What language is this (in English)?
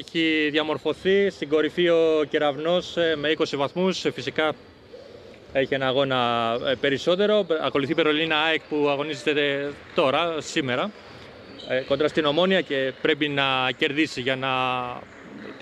Greek